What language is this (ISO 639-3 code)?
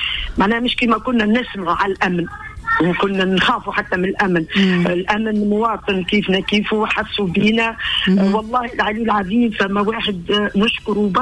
aeb